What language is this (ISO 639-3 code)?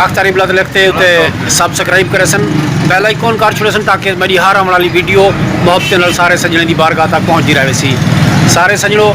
skr